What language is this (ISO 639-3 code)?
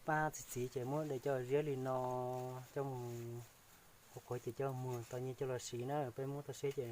hmn